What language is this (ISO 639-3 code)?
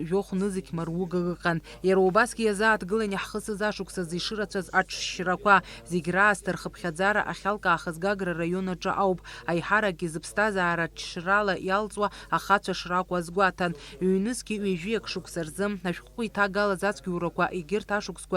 abk